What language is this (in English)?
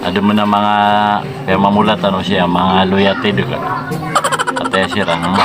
Maranao